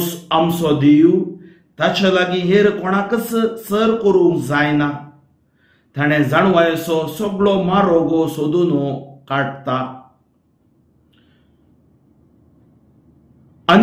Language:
Konkani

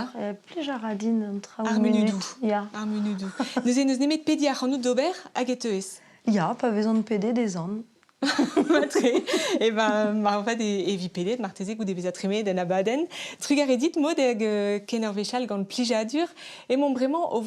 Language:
Breton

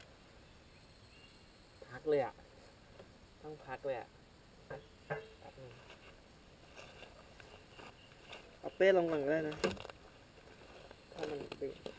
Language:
Thai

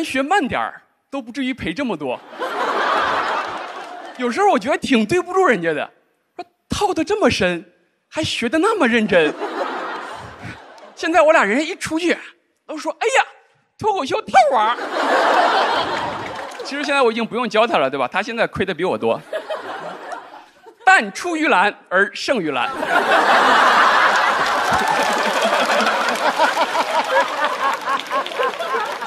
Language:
Chinese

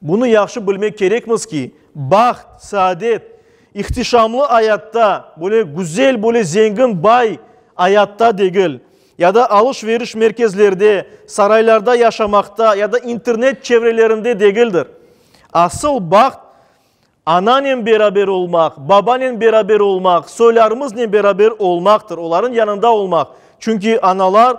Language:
Crimean Tatar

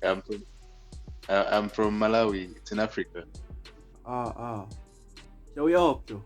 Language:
Jamaican Creole English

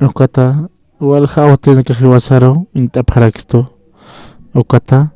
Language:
Aymara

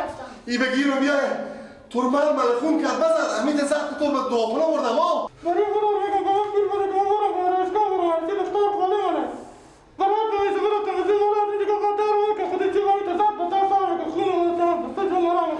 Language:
Persian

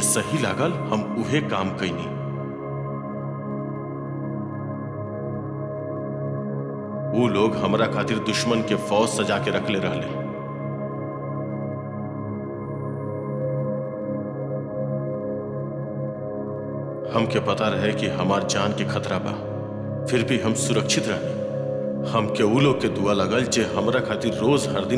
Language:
Bhojpuri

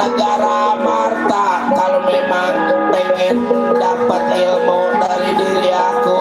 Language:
Betawi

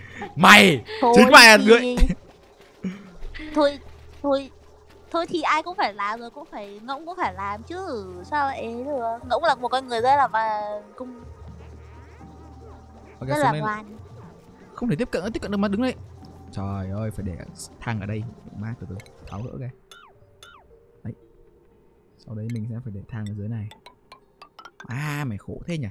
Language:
Vietnamese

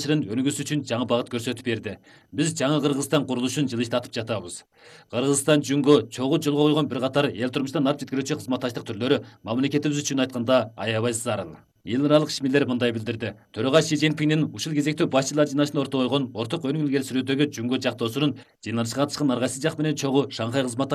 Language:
Kyrgyz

